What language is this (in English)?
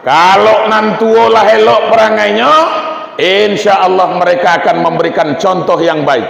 Minangkabau